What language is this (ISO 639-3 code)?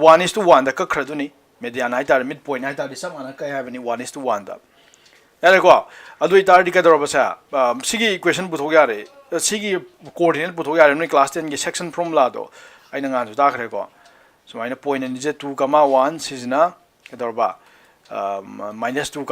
mni